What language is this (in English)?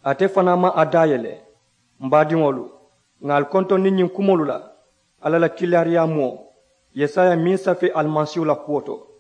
Mandingo